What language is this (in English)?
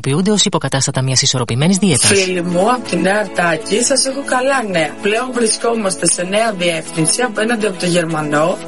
Greek